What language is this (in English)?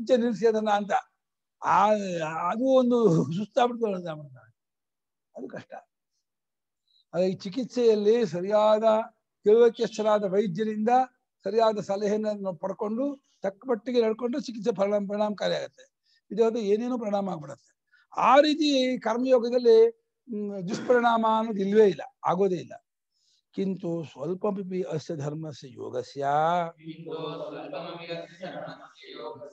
Kannada